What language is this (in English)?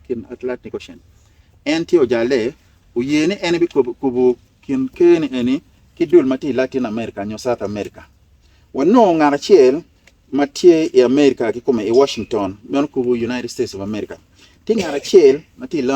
Acoli